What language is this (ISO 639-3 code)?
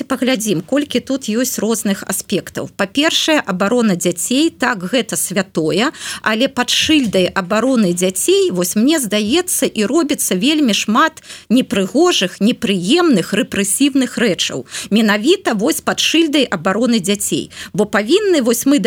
bel